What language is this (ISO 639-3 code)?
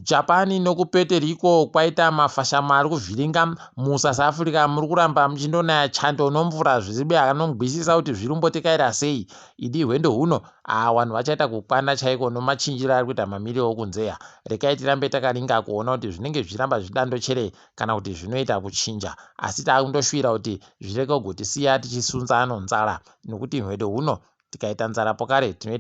ndc